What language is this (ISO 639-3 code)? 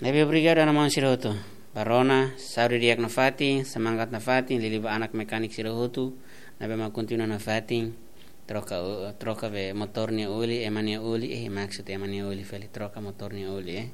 tet